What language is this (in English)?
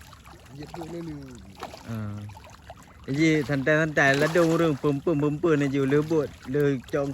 Achinese